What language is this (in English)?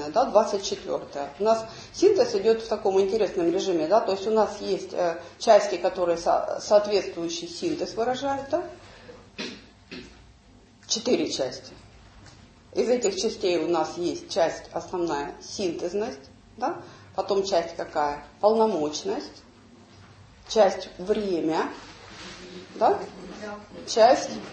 Russian